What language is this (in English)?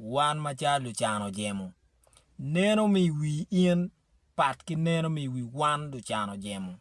Acoli